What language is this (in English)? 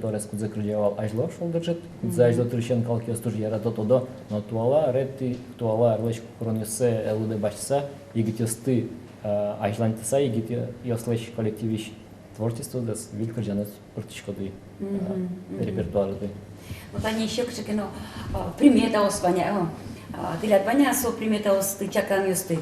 Udmurt